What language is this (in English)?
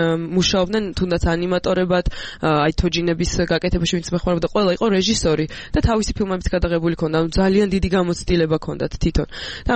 Georgian